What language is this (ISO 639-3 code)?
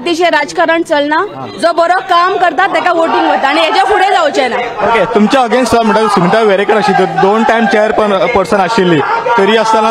kok